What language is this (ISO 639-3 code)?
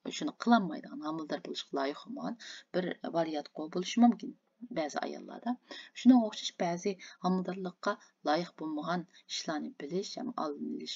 uig